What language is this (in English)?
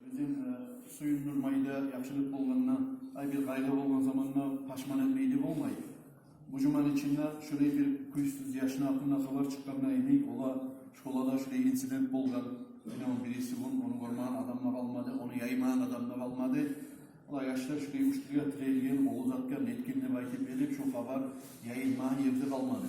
Kumyk